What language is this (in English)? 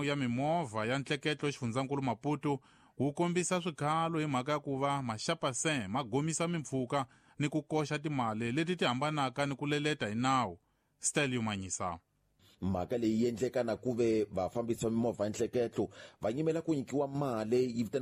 Tsonga